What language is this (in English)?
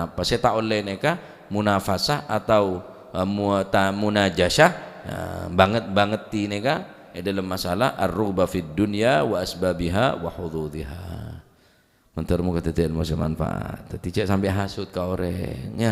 Madurese